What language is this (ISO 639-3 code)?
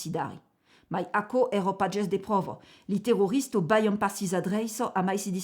oci